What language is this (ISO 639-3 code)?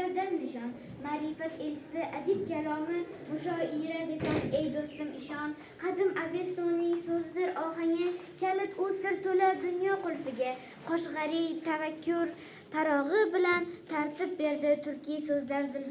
uzb